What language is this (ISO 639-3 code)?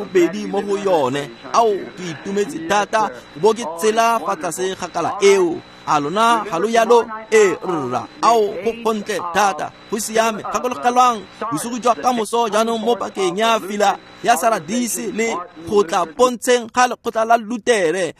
tsn